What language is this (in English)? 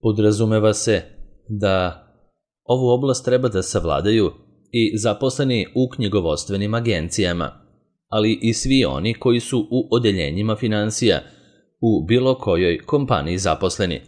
Serbian